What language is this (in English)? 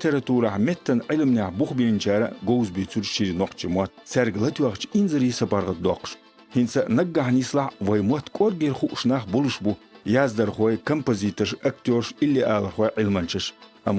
Chechen